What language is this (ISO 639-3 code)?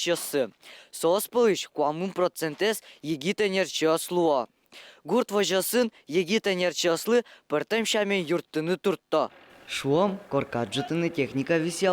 udm